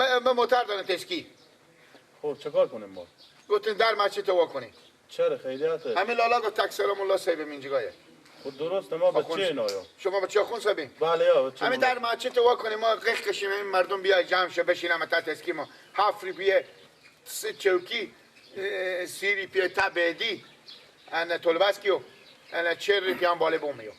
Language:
Persian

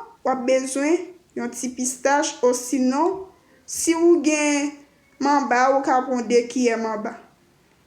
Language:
Haitian Creole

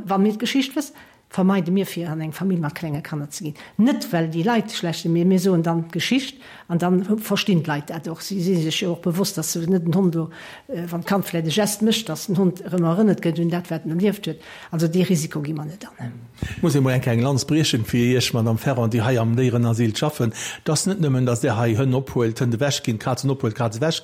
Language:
Luxembourgish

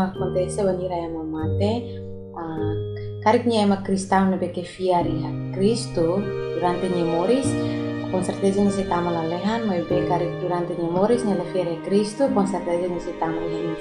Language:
Tetum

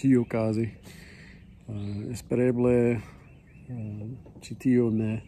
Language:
Esperanto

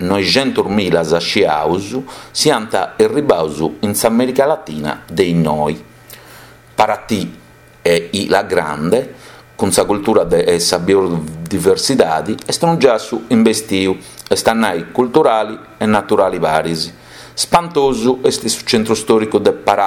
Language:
Sardinian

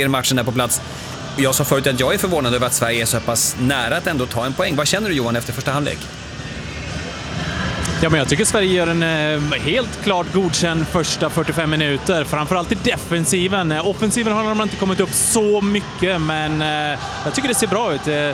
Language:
Swedish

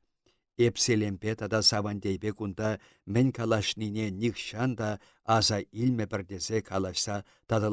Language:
Chuvash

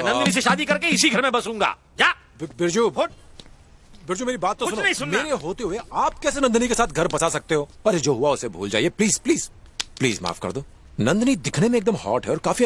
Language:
Hindi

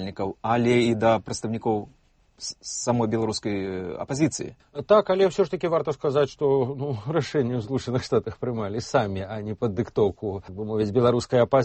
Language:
Belarusian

